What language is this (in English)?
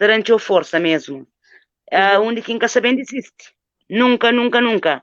Kabuverdianu